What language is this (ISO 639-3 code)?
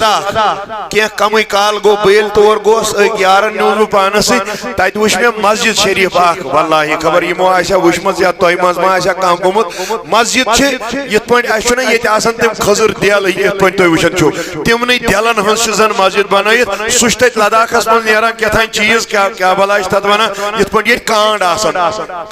kas